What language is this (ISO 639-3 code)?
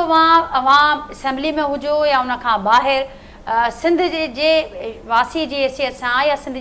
snd